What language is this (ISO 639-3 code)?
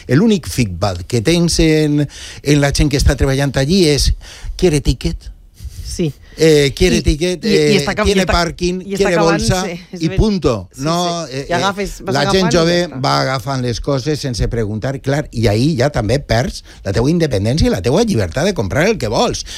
cat